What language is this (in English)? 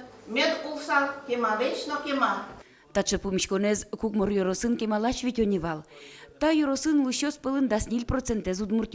Udmurt